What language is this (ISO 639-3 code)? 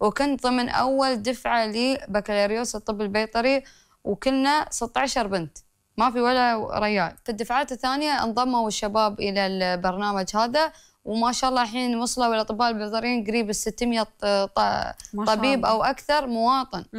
afb